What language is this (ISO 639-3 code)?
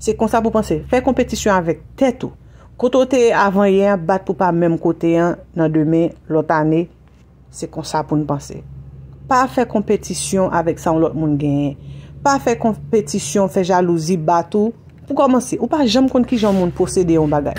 hat